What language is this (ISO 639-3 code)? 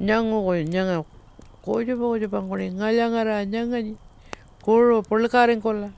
pjt